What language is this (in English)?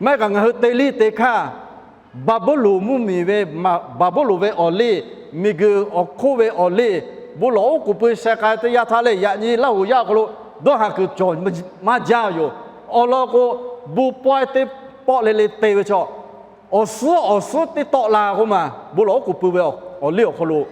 Lahu